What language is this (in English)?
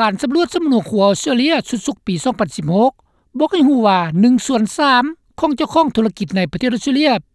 Lao